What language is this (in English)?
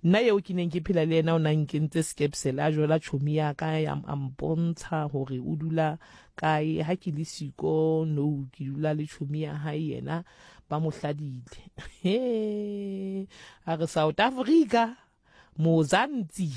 Southern Sotho